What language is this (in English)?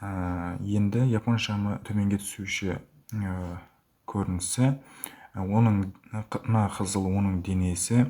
Kara-Kalpak